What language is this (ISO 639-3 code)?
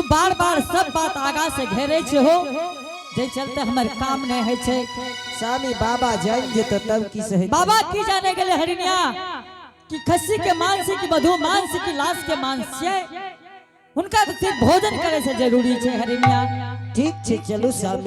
anp